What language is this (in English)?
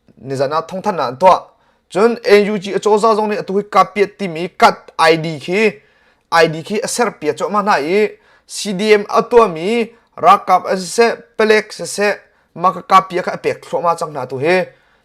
Hakha Chin